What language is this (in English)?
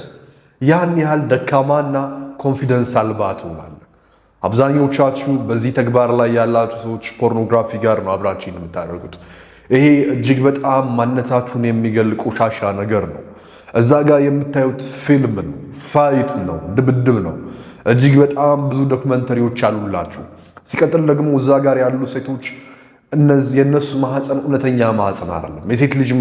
Amharic